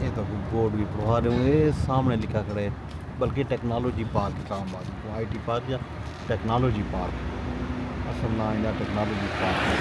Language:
Saraiki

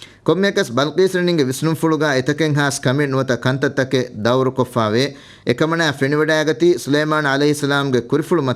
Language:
Divehi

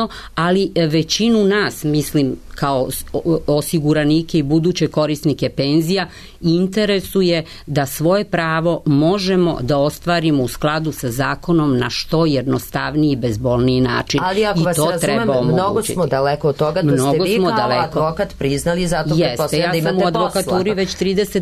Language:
Serbian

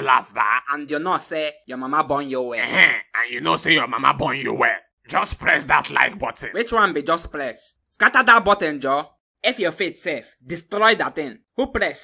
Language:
Nigerian Pidgin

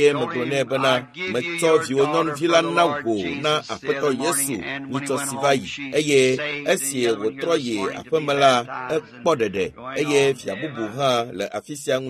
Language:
Ewe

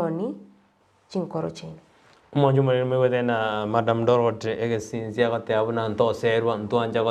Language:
Gusii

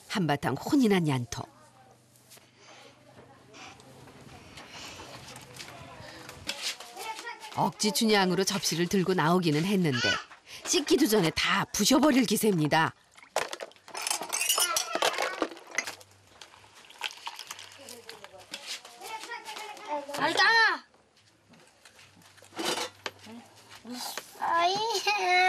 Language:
Korean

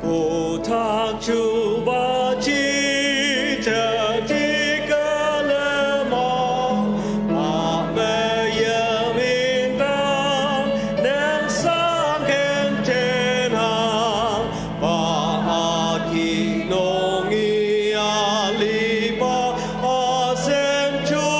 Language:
Ao Naga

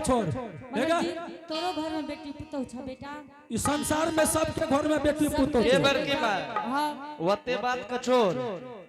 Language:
Angika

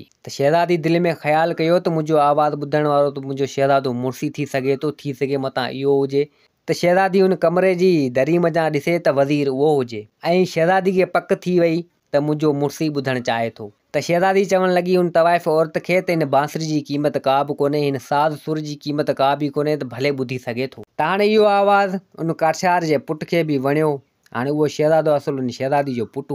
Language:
Sindhi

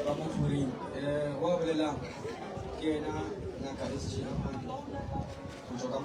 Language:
Northern Sotho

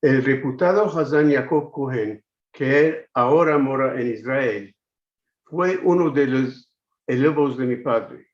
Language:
Ladino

